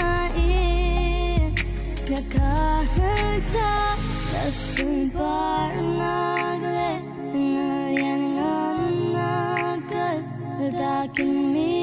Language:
Falam Chin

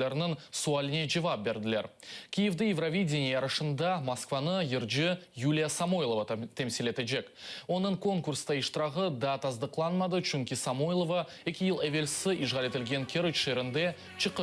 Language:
Crimean Tatar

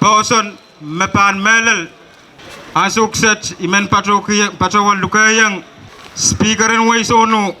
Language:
Pohnpeian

